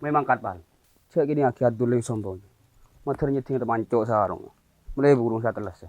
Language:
Madurese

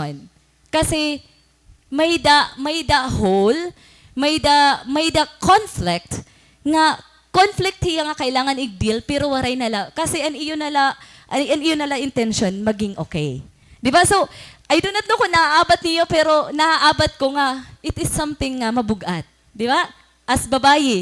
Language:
Waray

